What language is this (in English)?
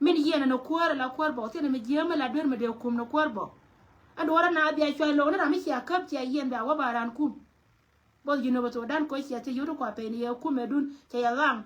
Nuer